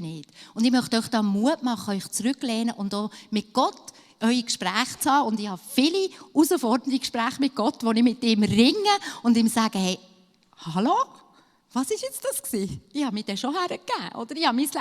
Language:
Swiss German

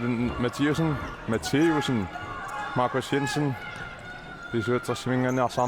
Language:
Kalaallisut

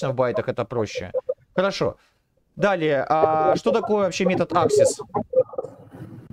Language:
Russian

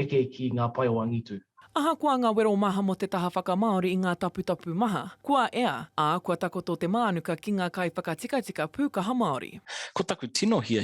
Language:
Māori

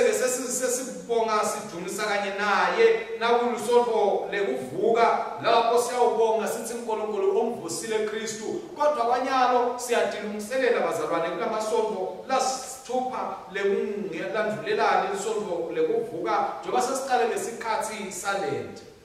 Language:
Swati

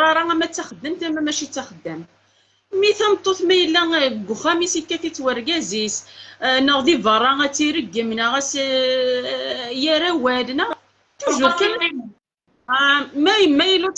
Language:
Kabyle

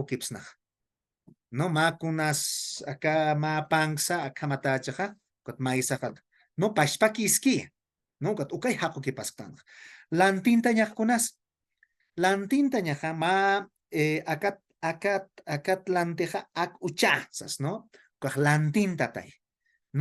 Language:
Aymara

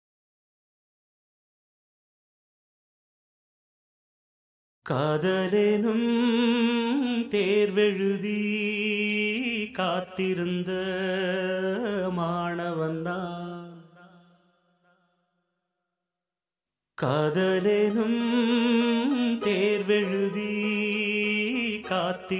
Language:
Tamil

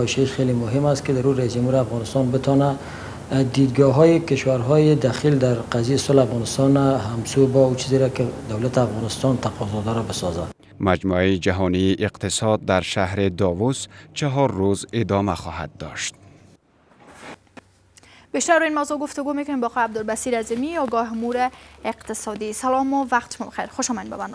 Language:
Persian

